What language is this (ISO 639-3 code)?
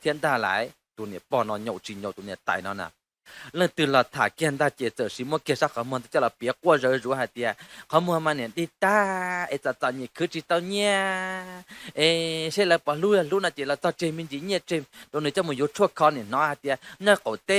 hmn